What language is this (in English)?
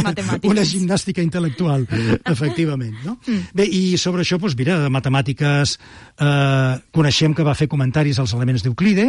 Catalan